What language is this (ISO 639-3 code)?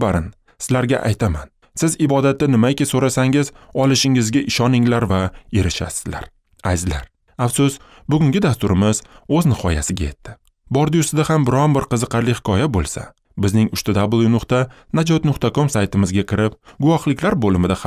uzb